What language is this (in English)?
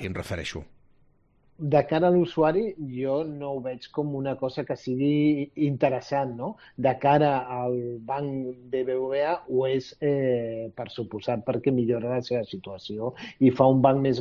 Catalan